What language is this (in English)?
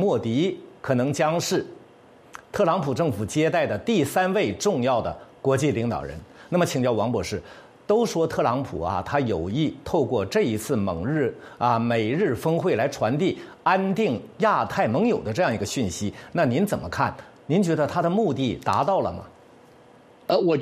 Chinese